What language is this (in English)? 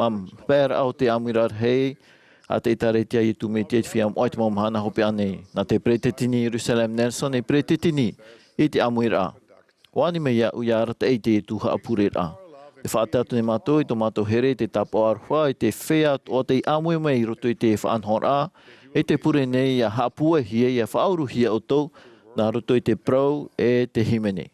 Tahitian